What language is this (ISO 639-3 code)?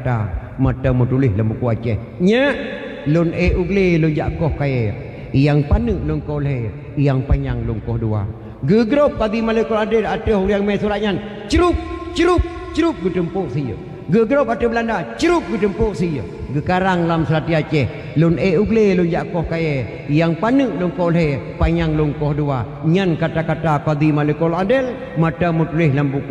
ace